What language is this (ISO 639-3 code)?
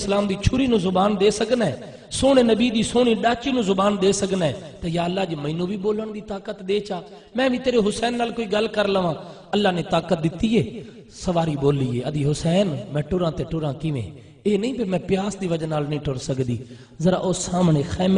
skr